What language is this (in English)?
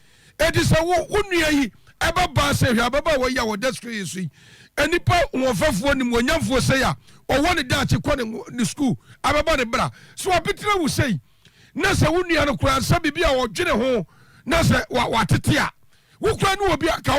Akan